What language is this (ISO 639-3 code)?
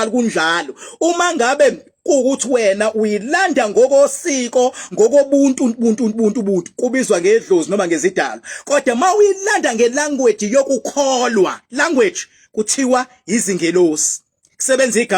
zul